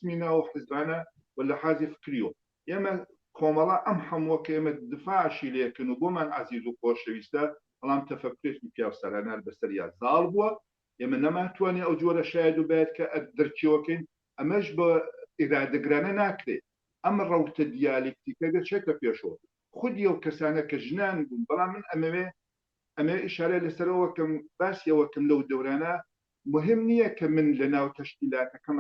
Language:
Central Kurdish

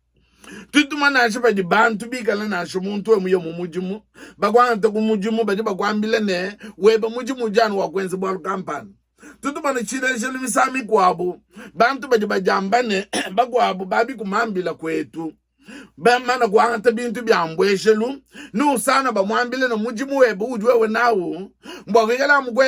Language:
Luba-Lulua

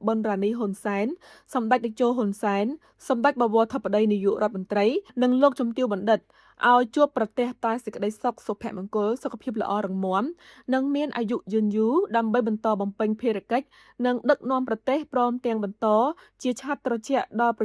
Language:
Khmer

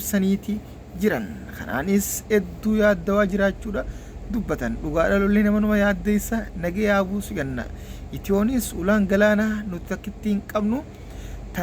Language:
Oromo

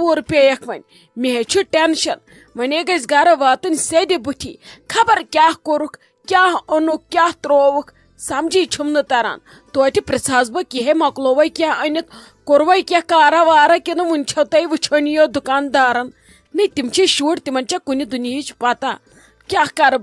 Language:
Kashmiri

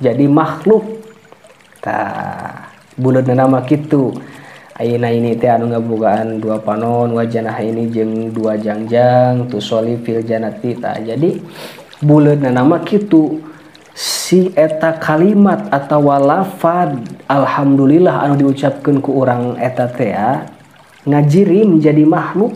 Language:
Sundanese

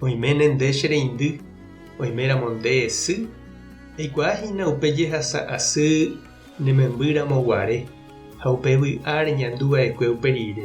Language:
Guarani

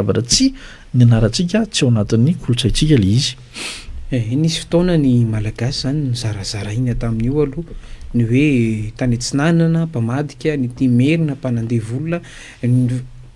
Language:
Malagasy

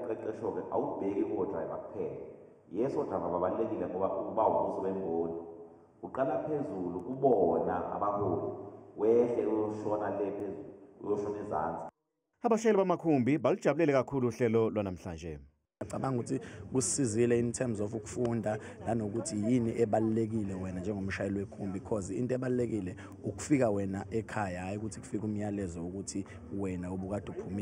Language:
Zulu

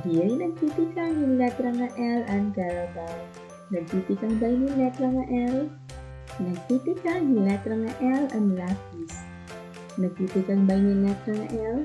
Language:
Waray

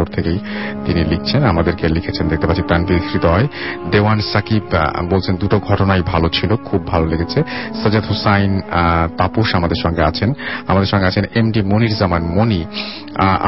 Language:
Bangla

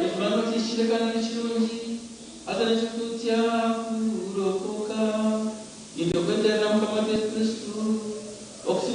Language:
Nyankole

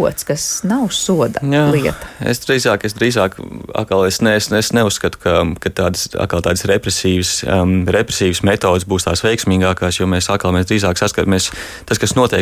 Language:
Latvian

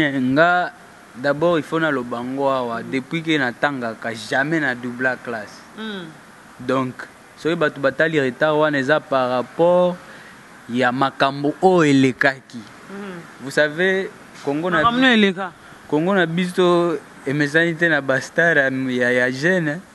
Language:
Lingala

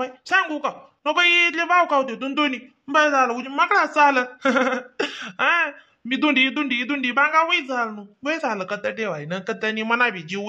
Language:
Khandesi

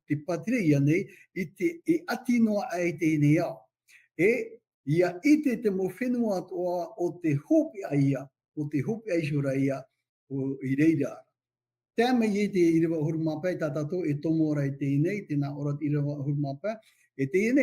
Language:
Tahitian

